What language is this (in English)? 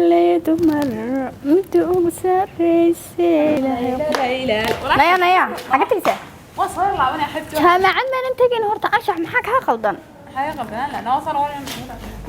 Somali